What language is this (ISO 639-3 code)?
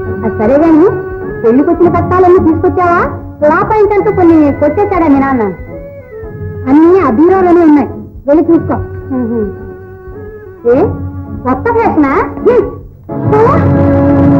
tel